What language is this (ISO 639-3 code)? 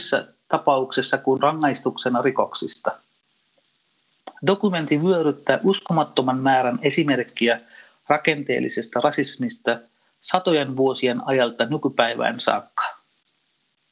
fin